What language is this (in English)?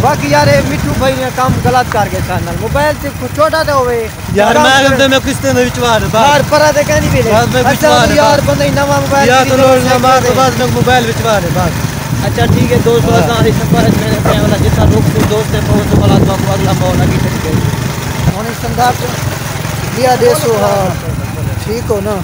Saraiki